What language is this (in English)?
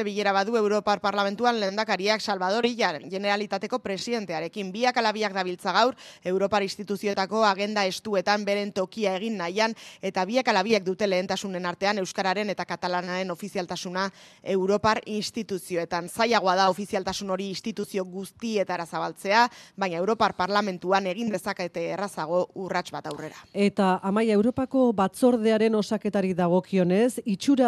Basque